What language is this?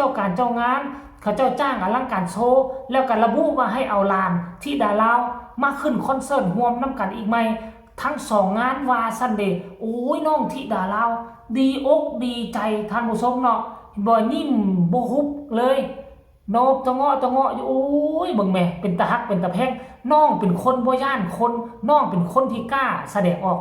Northeastern Thai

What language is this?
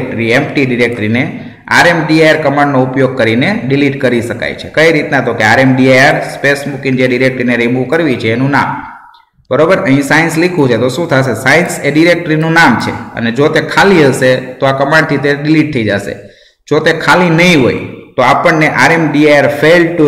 Gujarati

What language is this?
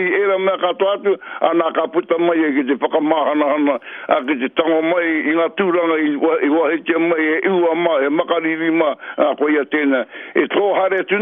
Māori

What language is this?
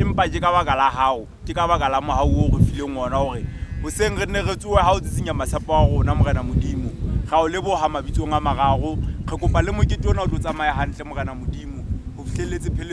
Southern Sotho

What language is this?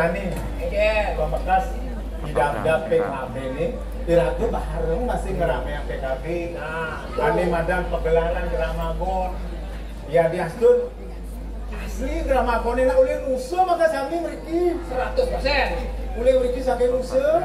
Balinese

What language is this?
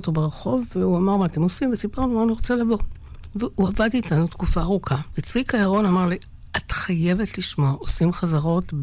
Hebrew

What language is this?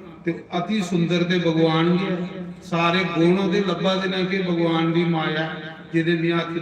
Dogri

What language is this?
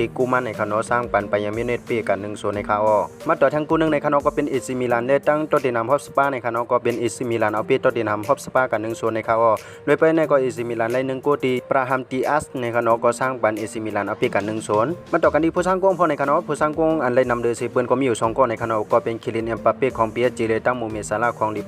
Shan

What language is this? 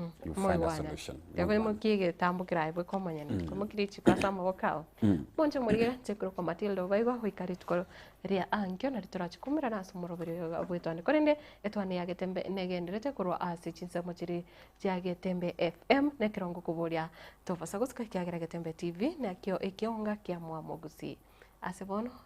Gusii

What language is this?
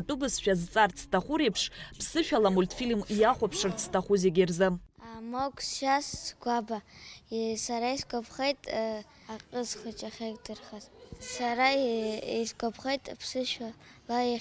Abkhazian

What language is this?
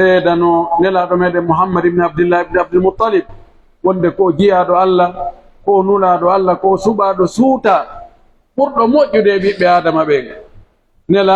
Pular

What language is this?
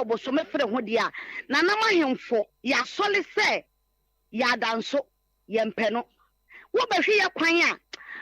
Akan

